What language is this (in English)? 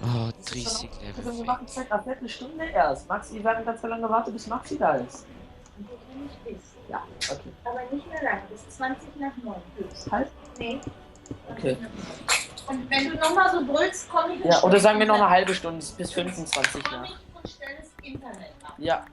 Swiss German